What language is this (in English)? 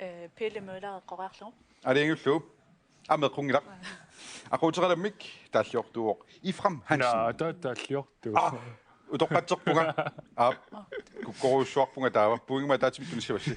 Kalaallisut